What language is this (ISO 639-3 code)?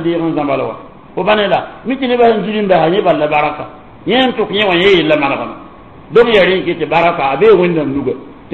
mos